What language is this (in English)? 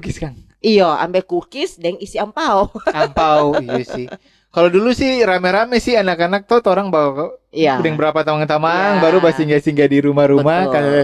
Manado Malay